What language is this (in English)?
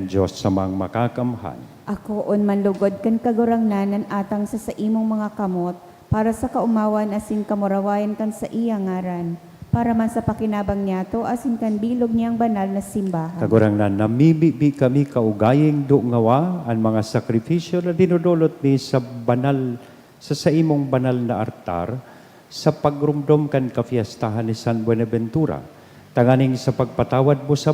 Bikol